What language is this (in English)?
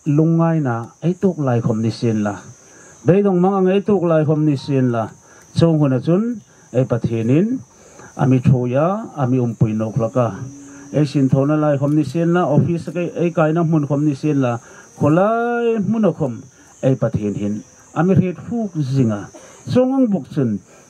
Hmar